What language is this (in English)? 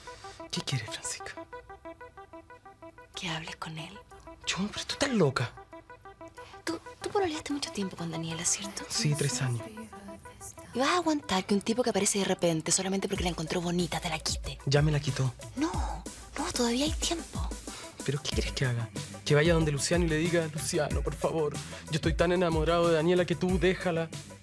Spanish